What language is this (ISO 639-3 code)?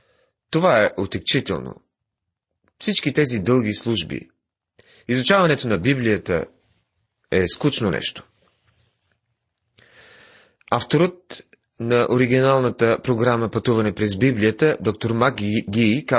bul